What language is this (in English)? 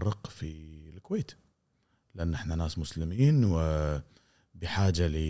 Gulf Arabic